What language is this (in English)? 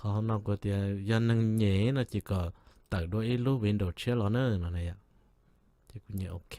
Hmong